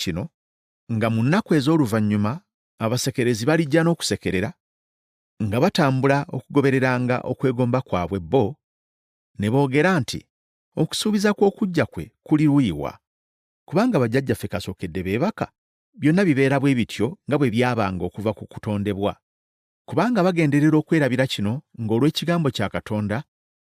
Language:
Ganda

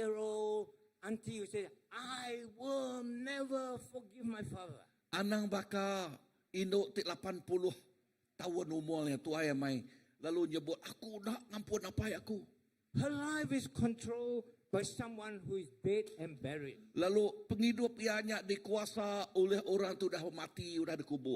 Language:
Iban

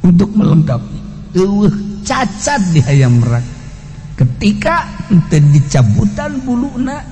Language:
Sundanese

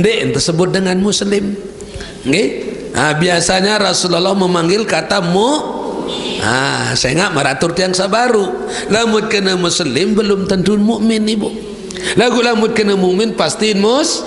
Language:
Sasak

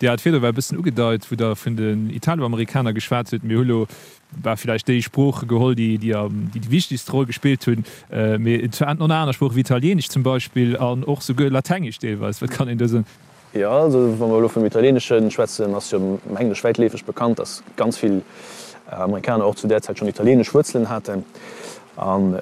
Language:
Luxembourgish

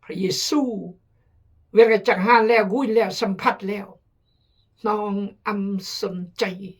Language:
Khmu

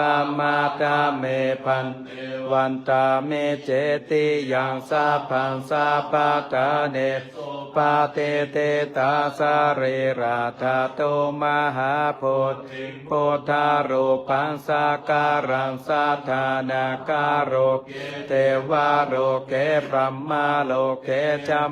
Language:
Pali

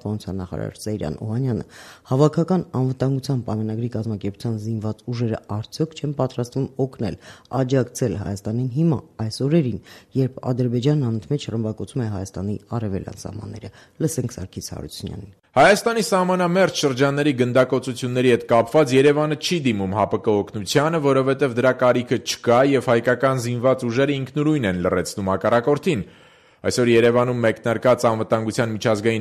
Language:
Armenian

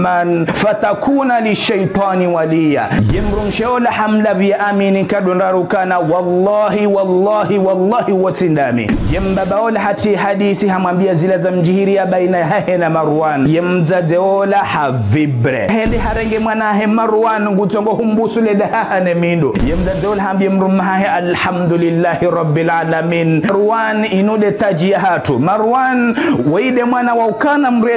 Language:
Ngazidja Comorian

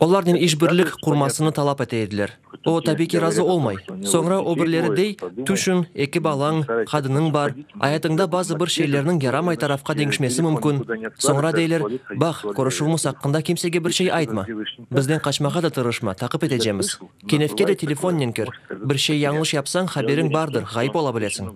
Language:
Crimean Tatar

